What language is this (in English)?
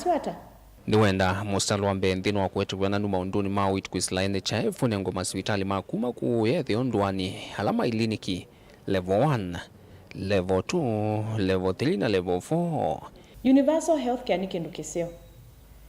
Kamba